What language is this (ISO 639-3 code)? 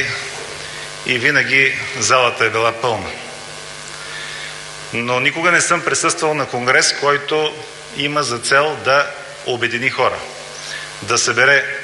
bul